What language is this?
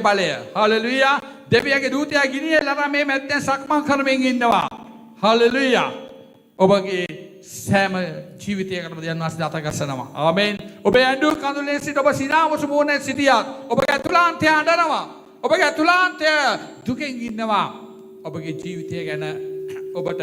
Sinhala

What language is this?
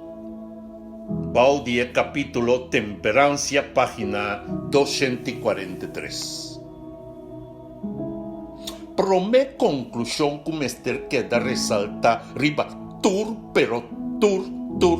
Papiamento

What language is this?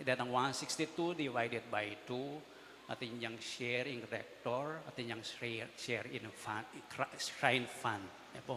Pampanga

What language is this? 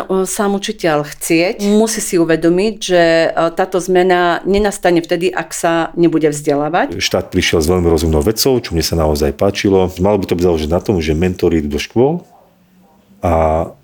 Slovak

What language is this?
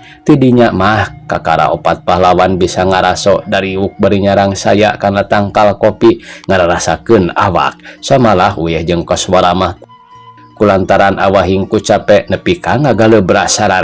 Sundanese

